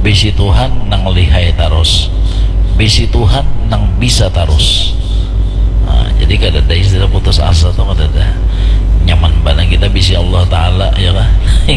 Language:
Banjar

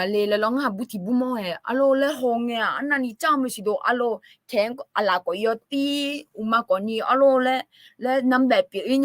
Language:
Akha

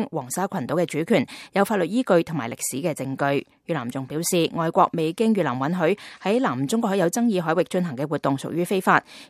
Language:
Cantonese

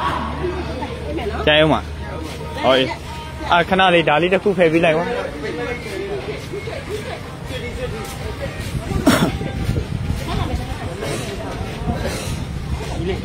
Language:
Burmese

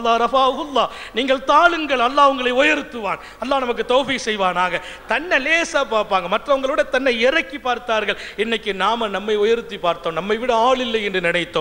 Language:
Tamil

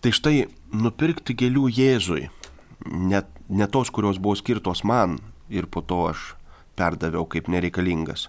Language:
Lithuanian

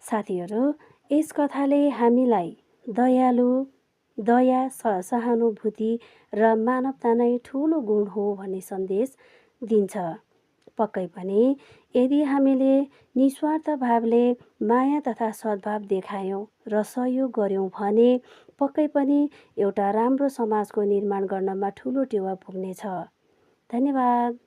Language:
Nepali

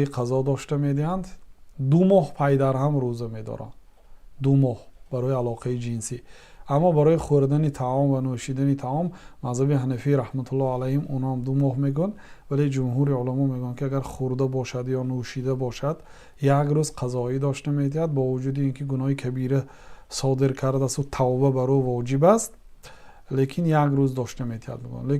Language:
Tajik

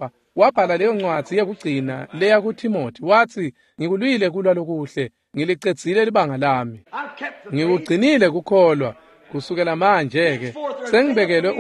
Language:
Swati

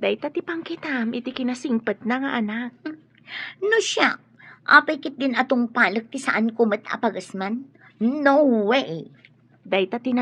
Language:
Iloko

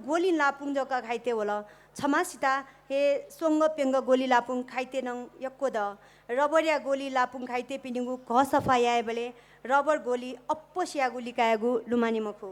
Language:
Newari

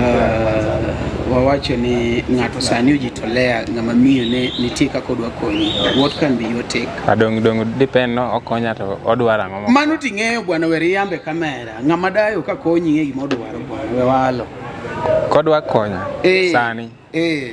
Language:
Luo (Kenya and Tanzania)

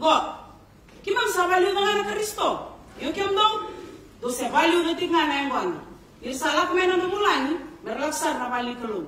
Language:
Fijian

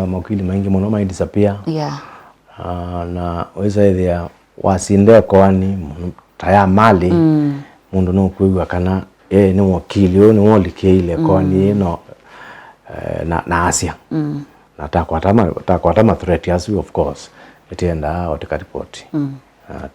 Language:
Kamba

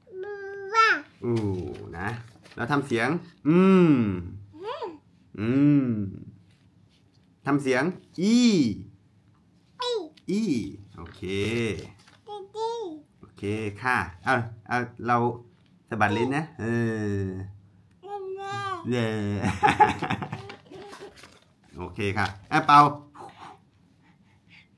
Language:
Thai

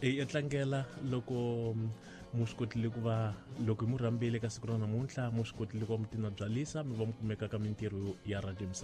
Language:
Tsonga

